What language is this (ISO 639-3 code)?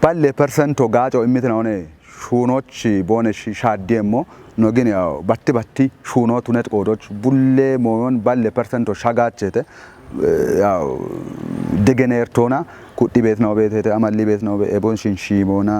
kbr